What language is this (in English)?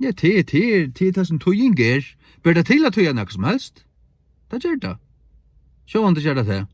Faroese